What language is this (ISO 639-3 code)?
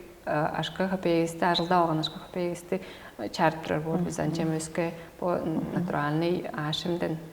tyv